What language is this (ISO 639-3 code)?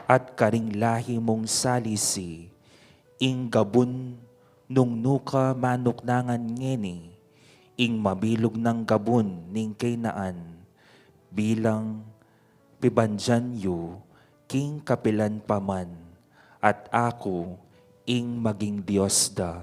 pam